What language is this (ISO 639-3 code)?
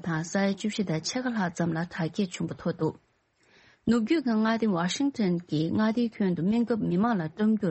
bod